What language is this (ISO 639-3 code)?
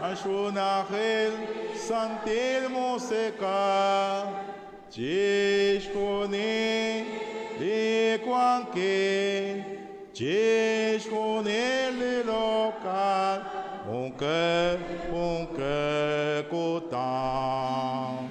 kek